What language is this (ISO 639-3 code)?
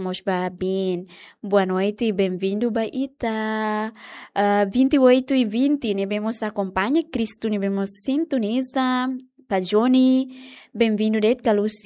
tet